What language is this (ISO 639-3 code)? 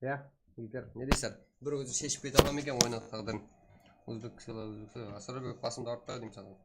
kaa